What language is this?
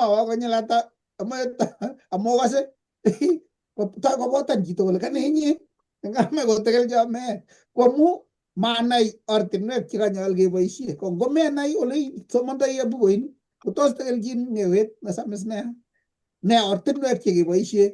Kalenjin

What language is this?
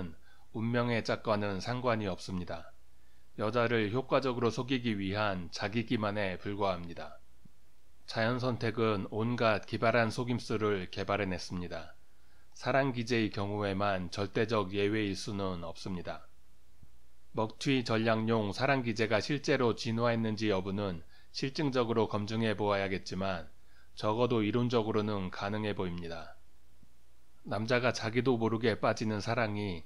Korean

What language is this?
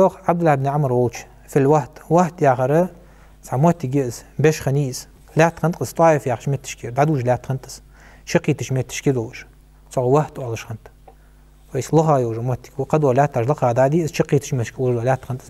Ingush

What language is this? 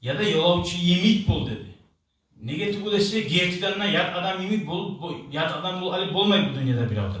Kumyk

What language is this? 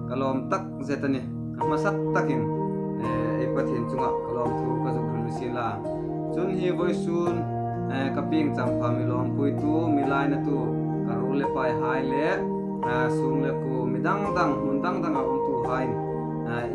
Hmar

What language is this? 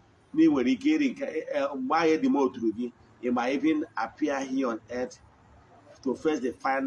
Igbo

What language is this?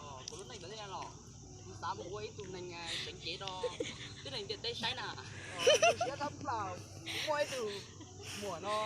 Hmong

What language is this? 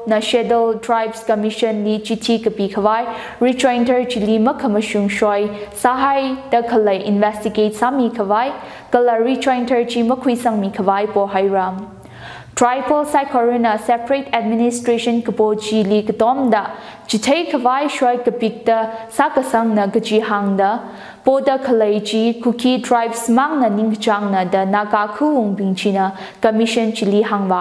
Tangkhul Naga (India)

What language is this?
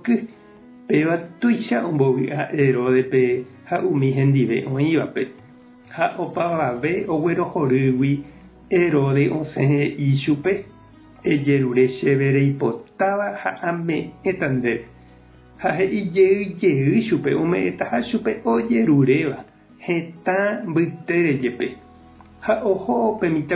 Guarani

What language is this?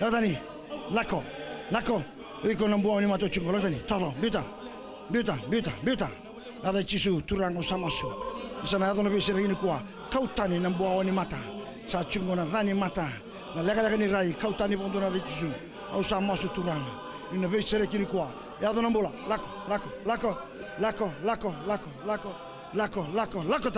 Fijian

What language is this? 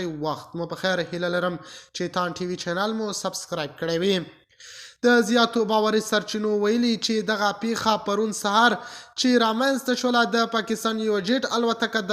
Pashto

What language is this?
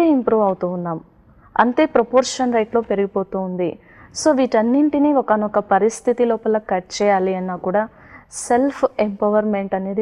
Telugu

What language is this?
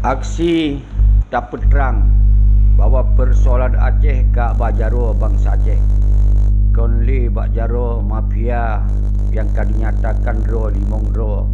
Achinese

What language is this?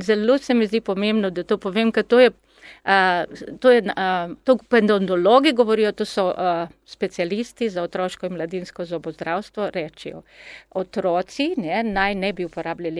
Slovenian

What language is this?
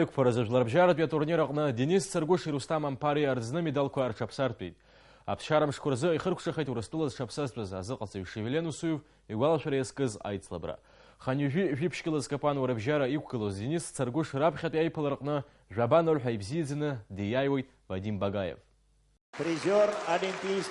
Abkhazian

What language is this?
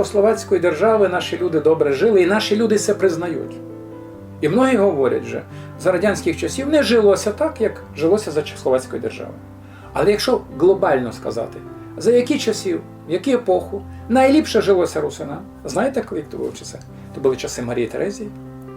Rusyn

